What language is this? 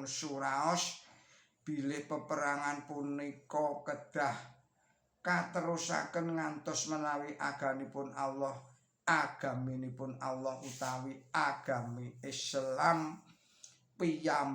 Javanese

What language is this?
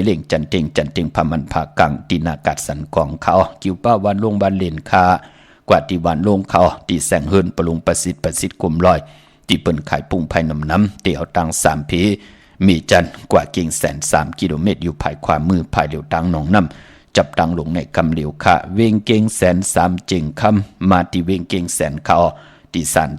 Shan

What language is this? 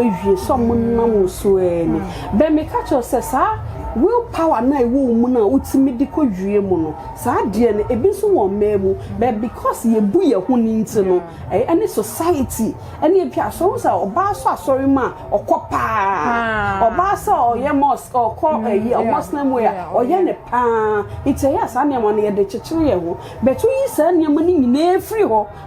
Akan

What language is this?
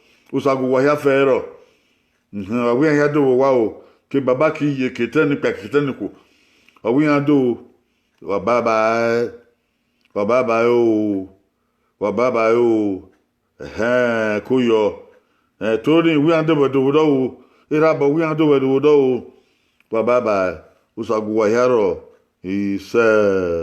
Bini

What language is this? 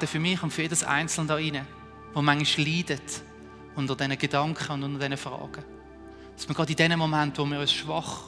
Swiss German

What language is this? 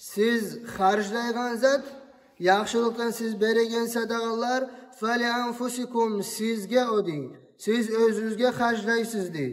Kumyk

